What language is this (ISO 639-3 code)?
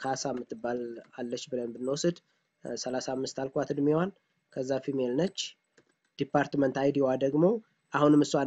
amh